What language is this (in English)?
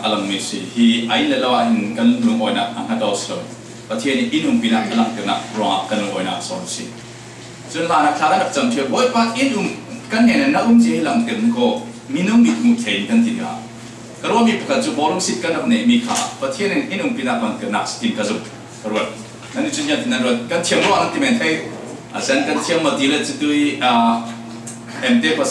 Falam Chin